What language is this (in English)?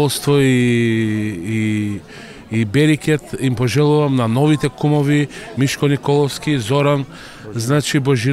Macedonian